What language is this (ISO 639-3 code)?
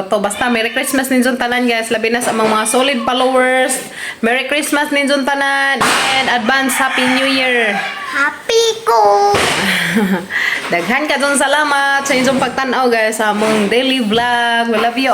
ceb